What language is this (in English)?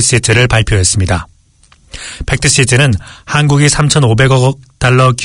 Korean